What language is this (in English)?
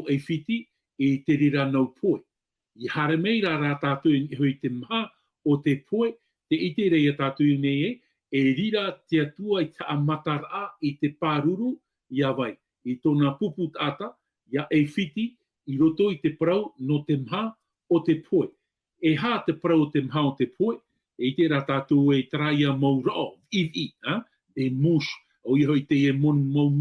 Tahitian